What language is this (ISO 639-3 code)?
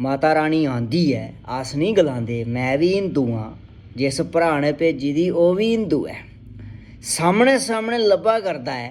doi